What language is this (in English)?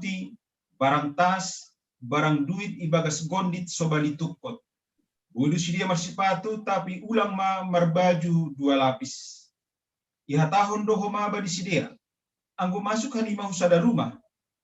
Batak Simalungun